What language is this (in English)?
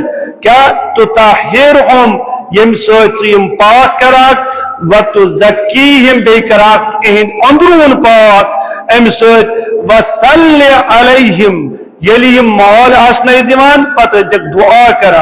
Kashmiri